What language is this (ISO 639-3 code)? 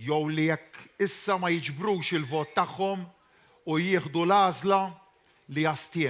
mlt